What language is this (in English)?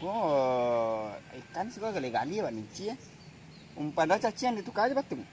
Minangkabau